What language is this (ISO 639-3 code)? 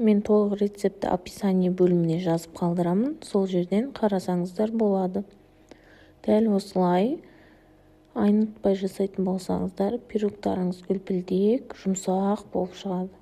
kaz